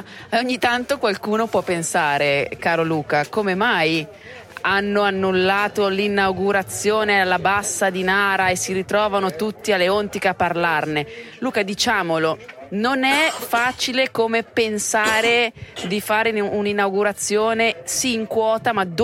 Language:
Italian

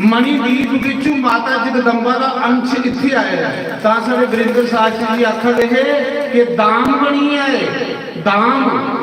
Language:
Dogri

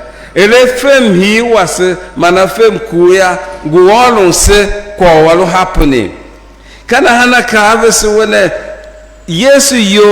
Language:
Tiv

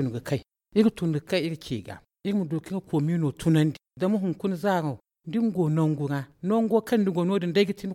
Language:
Zarma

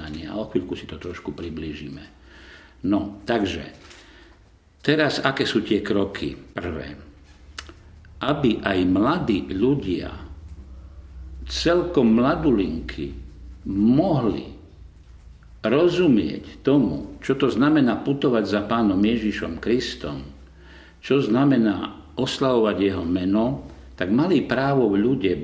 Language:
Slovak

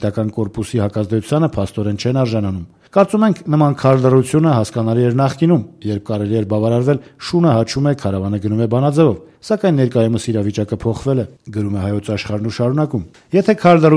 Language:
Armenian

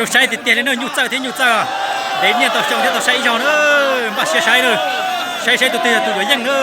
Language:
Hmong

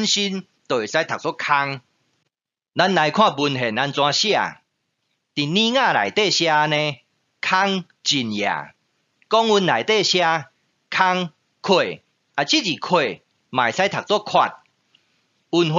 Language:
Min Nan Chinese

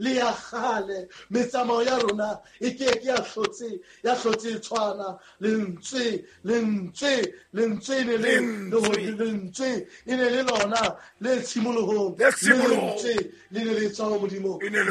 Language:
Southern Sotho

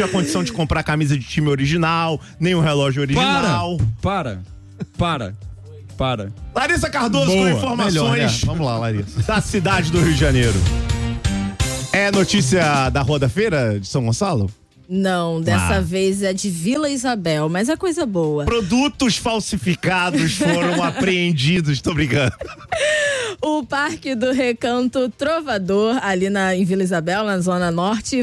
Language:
Portuguese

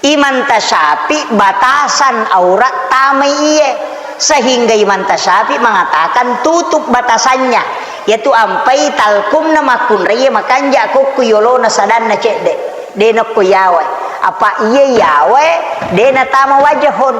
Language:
Buginese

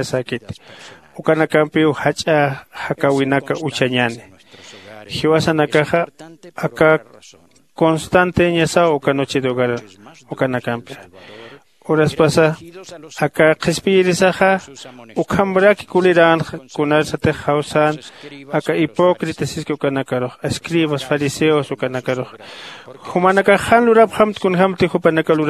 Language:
Aymara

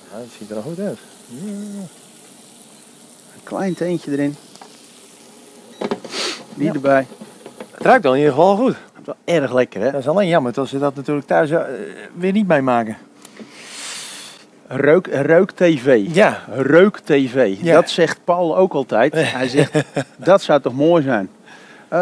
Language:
Dutch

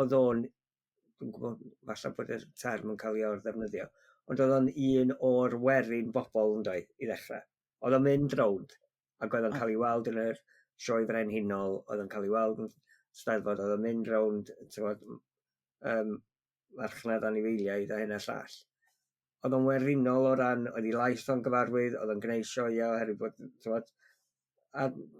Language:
Welsh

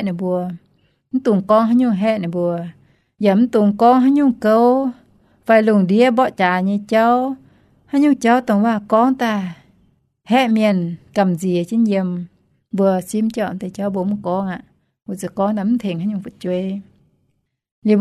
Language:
Iu Mien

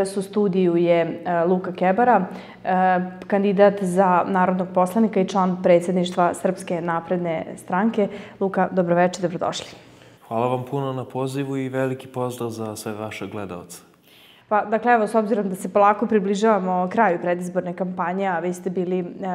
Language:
Serbian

